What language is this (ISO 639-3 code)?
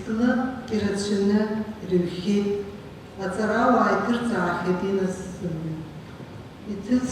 abk